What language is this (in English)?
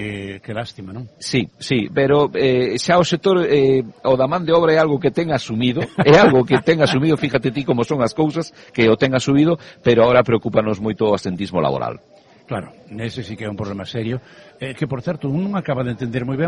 Galician